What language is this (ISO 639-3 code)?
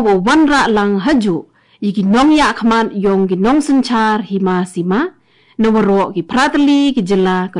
grt